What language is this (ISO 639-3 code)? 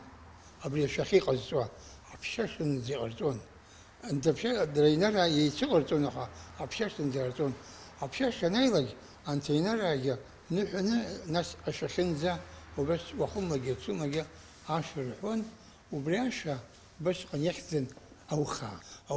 abk